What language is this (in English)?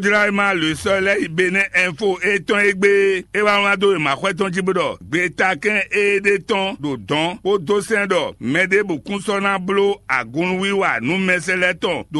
Fon